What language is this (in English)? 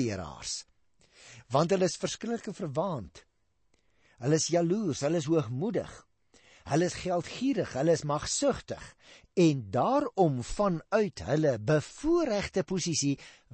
Afrikaans